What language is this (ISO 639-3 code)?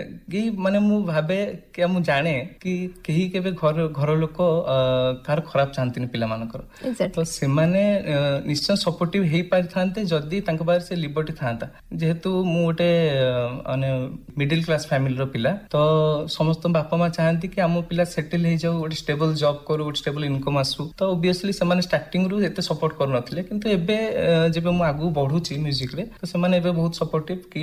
ori